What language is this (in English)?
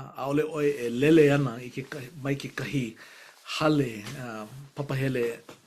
Hawaiian